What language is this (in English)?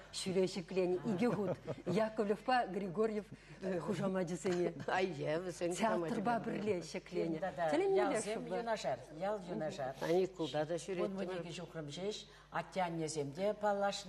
Chuvash